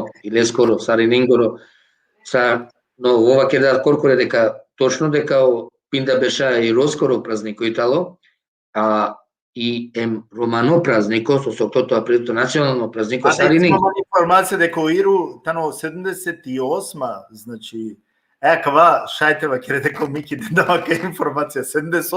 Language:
Balkan Romani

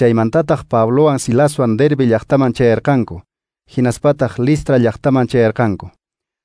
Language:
Quechua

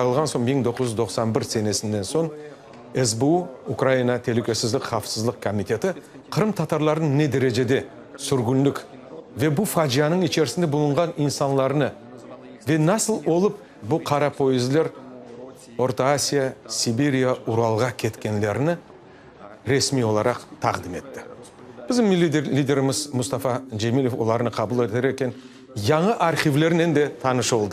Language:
Crimean Tatar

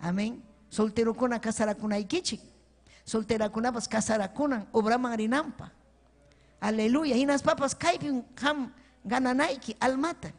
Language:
Ayacucho Quechua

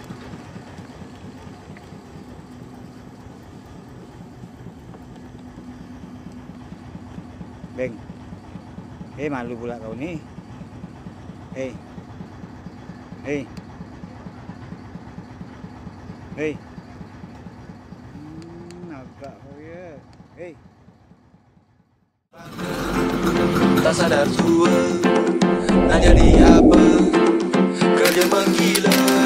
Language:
Malay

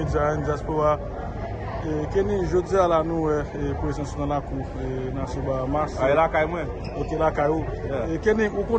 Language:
Haitian Creole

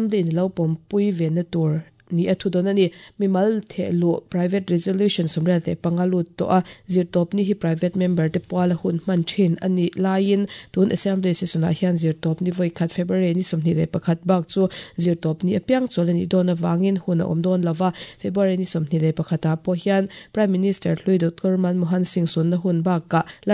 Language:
Mizo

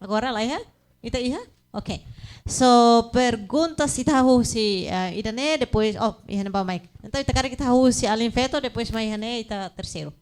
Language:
Tetum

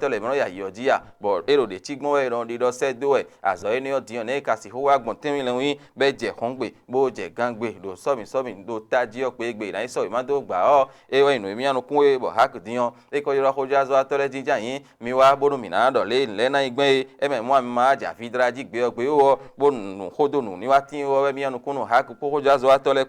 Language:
Fon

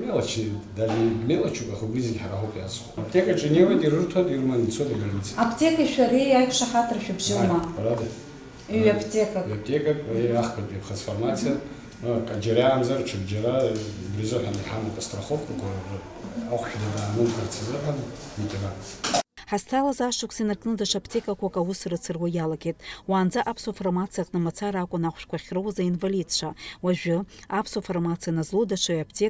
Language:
Abkhazian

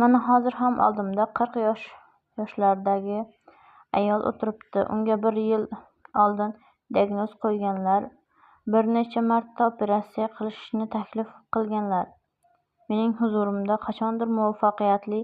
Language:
Uzbek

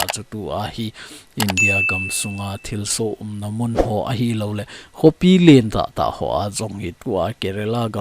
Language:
Thado Chin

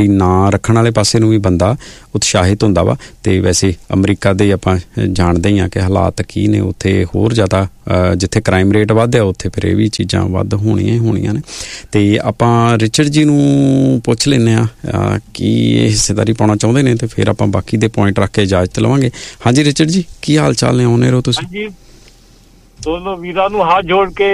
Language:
Punjabi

